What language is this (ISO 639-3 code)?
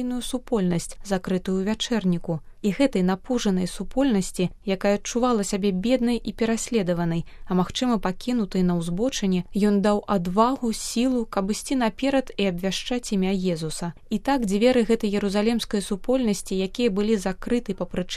bel